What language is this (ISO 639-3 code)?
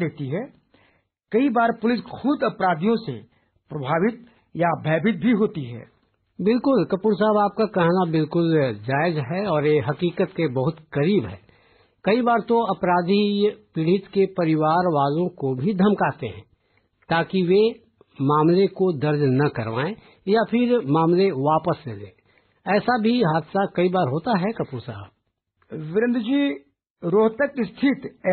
hin